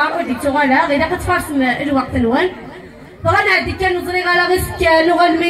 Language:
Kabyle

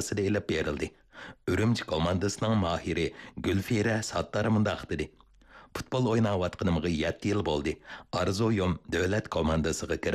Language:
Uyghur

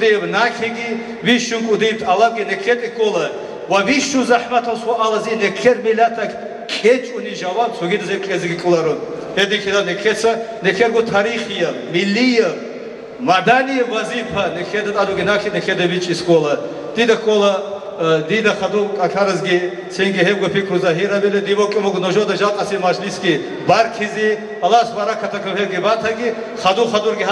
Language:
Avaric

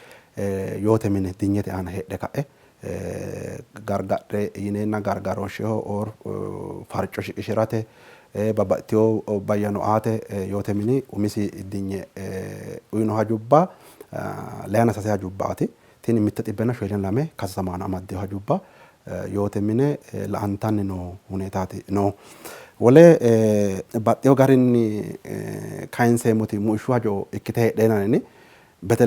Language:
Sidamo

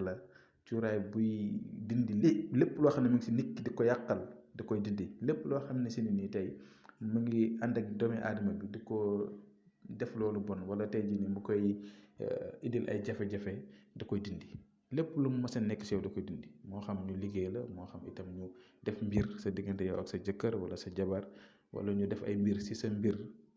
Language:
Wolof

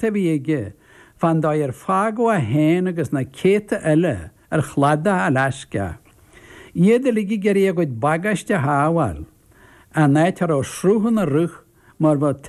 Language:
Irish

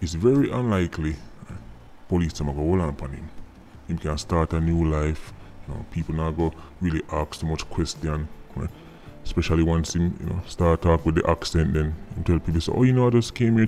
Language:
Jamaican Creole English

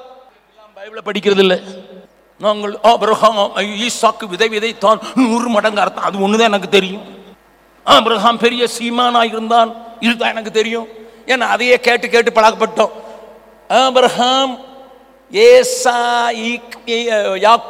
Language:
Tamil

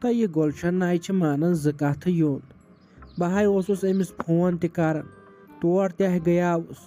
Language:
Kashmiri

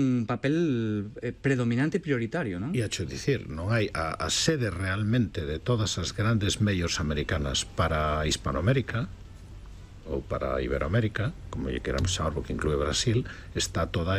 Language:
Galician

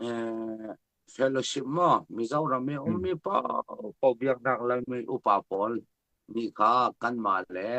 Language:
Falam Chin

